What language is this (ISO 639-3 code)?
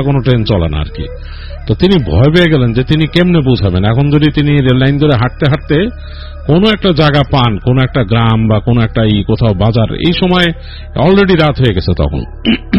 ben